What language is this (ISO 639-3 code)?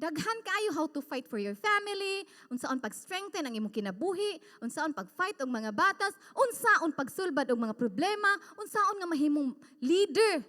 ceb